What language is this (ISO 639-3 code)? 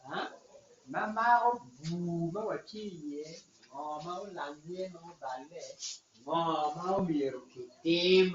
ach